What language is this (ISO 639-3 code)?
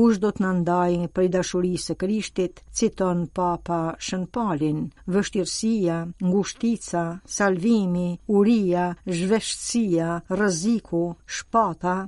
sqi